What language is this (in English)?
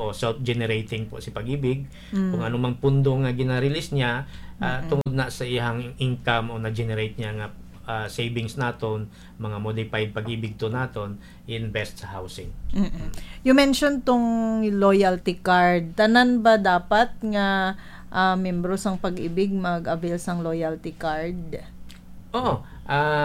Hiligaynon